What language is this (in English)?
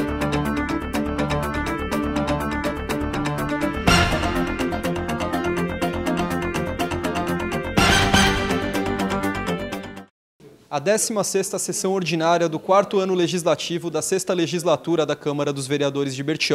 Portuguese